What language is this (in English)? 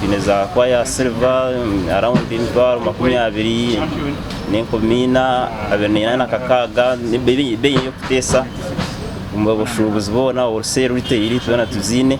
Nyankole